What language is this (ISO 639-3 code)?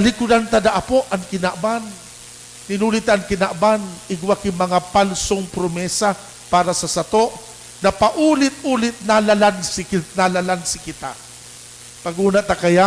bik